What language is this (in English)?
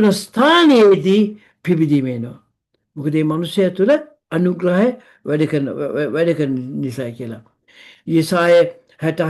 Sinhala